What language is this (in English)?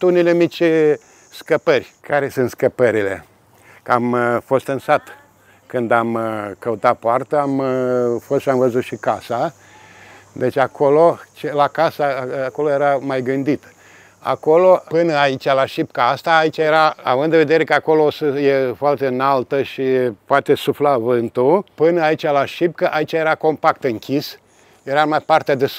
Romanian